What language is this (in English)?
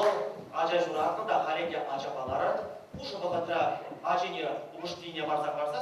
Chuvash